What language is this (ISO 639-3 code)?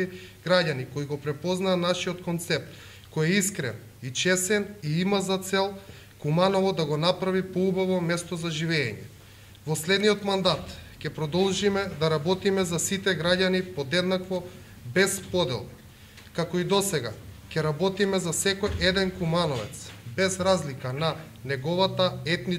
mkd